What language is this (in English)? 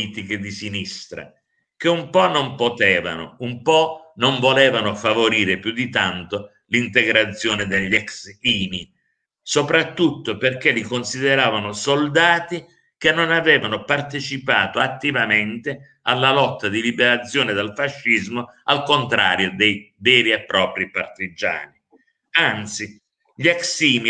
Italian